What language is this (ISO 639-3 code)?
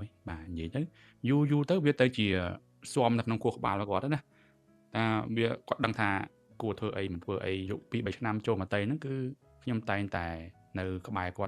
khm